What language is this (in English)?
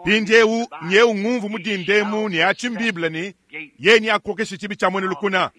Luba-Lulua